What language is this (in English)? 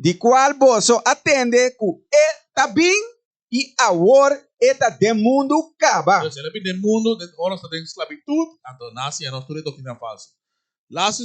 Papiamento